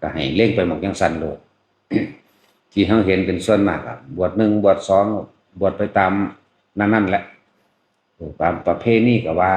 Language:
Lao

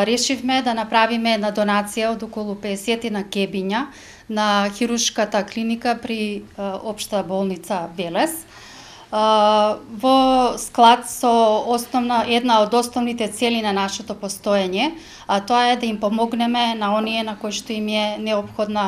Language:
Macedonian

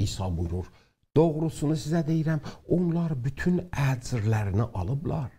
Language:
South Azerbaijani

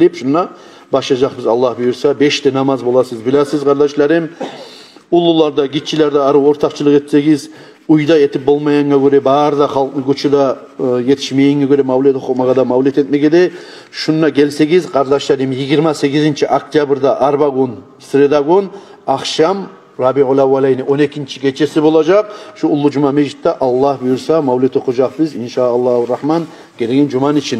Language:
Kumyk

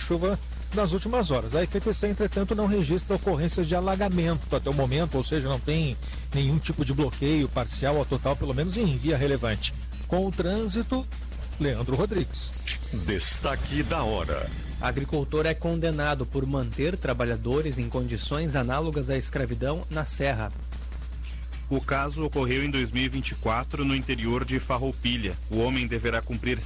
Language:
Portuguese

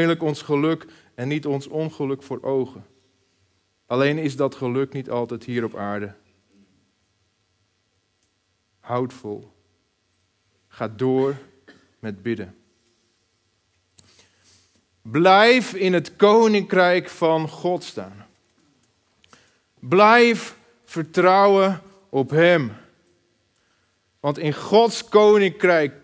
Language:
Dutch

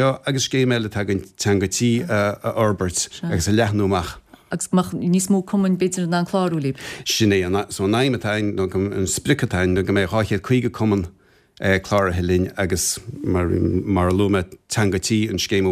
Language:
Irish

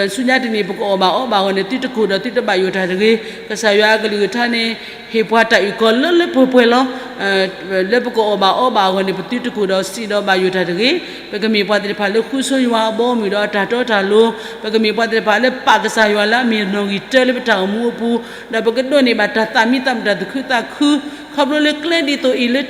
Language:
S'gaw Karen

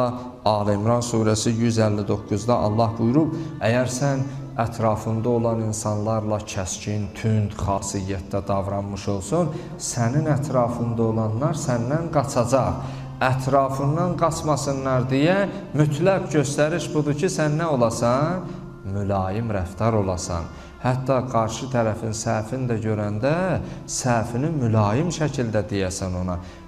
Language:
Azerbaijani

